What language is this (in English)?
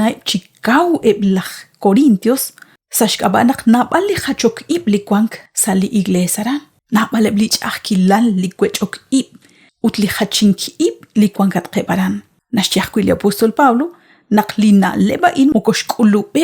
Kekchí